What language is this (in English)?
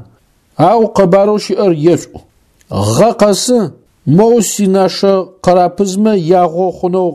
Adyghe